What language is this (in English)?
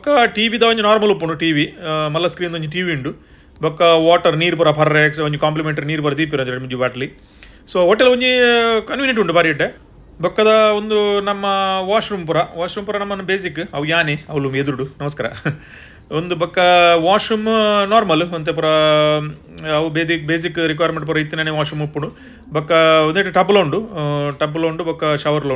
Tulu